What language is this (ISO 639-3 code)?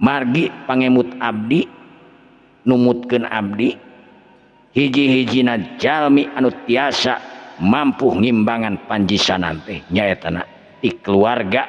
sun